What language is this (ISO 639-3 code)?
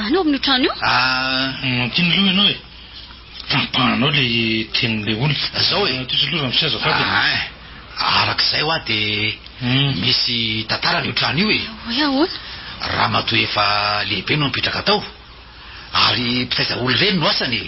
mlg